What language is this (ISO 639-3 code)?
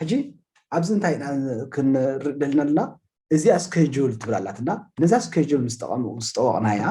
tir